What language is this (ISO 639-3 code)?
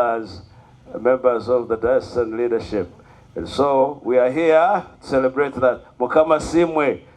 nyn